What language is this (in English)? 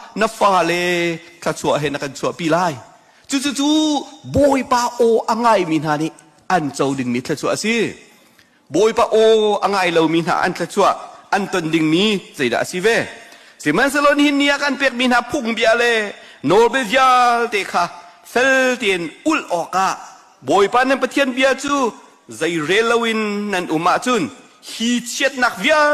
Hakha Chin